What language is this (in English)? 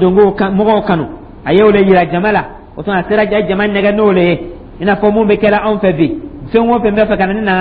Dyula